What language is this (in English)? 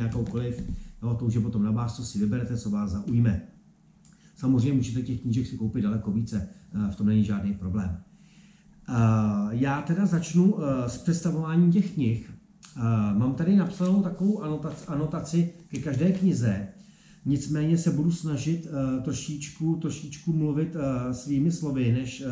Czech